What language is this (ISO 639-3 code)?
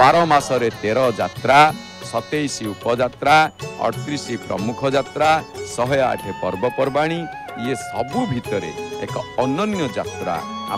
ori